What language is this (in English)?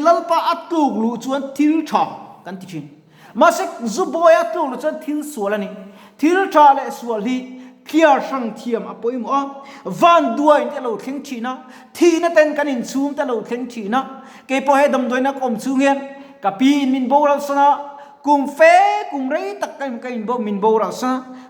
Mizo